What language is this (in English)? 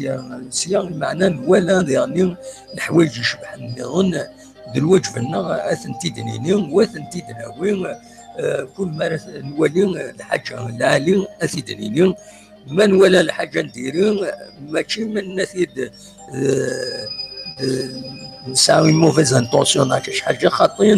Kabyle